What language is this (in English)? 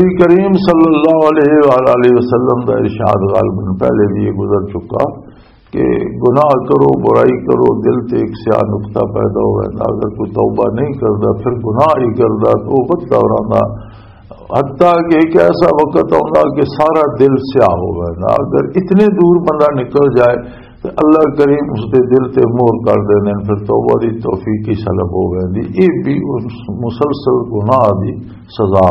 Western Panjabi